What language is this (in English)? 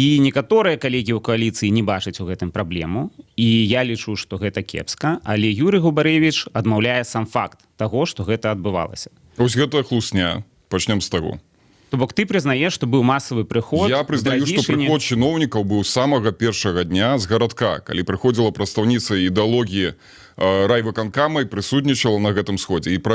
Belarusian